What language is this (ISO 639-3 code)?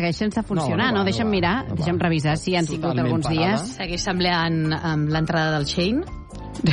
cat